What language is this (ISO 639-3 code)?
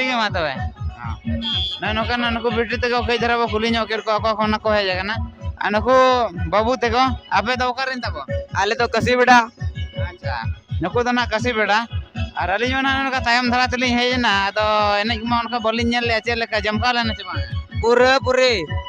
sat